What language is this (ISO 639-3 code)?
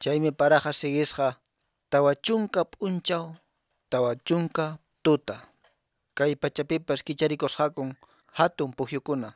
que